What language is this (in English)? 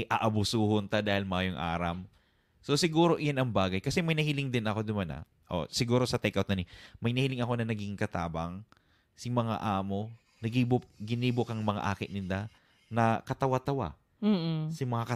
Bikol